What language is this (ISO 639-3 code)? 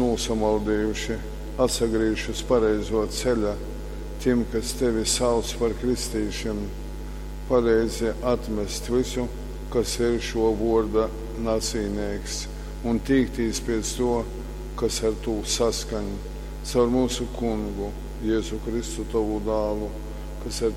ltg